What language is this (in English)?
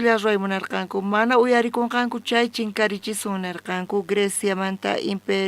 South Bolivian Quechua